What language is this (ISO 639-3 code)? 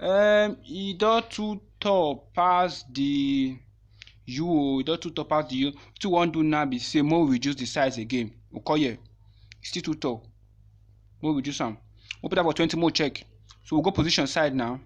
pcm